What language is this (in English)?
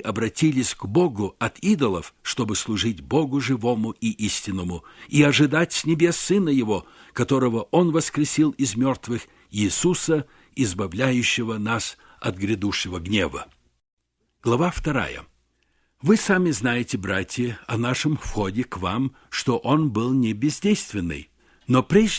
Russian